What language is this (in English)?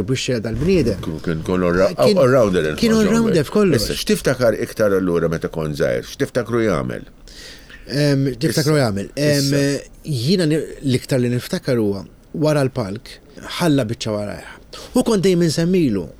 Maltese